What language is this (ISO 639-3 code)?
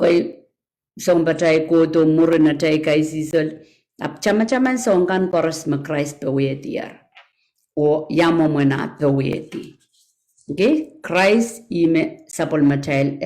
pon